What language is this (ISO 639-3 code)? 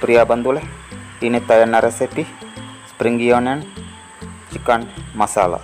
tcy